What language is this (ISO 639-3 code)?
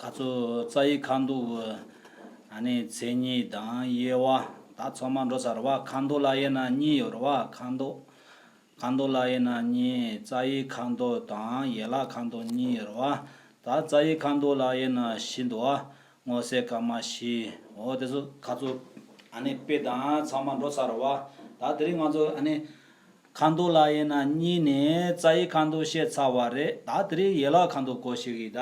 bod